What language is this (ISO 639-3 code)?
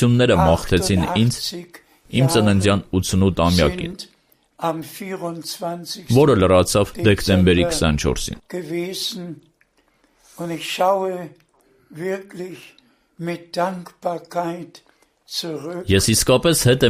hye